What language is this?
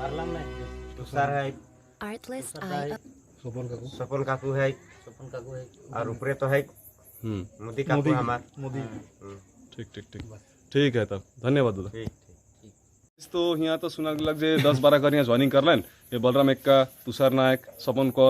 Sadri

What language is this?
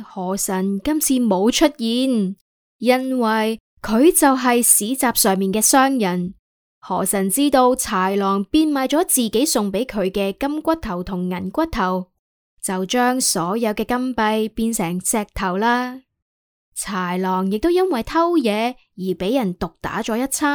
Cantonese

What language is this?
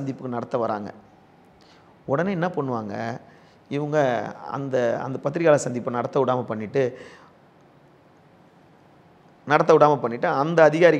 Tamil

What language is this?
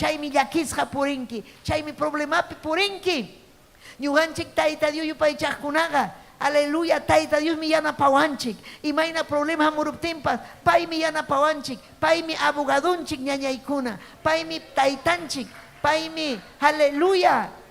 Ayacucho Quechua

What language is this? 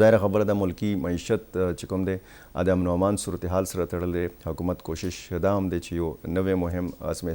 Pashto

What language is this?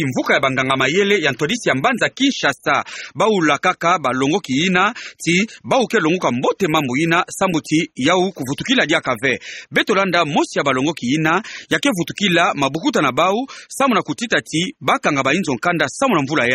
Kituba (Democratic Republic of Congo)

